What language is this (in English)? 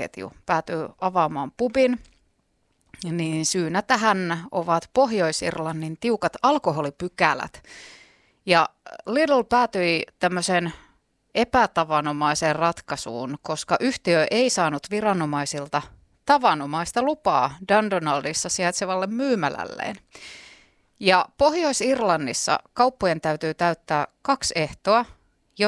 Finnish